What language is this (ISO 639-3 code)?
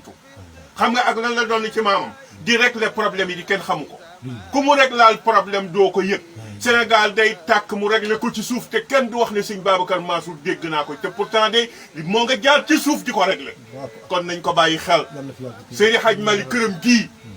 wol